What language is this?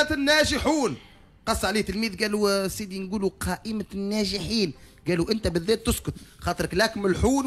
Tunisian Arabic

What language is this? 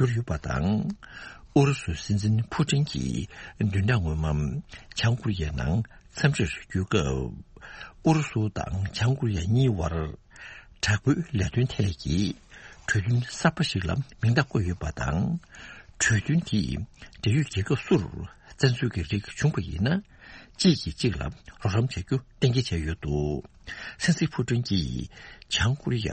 Tibetan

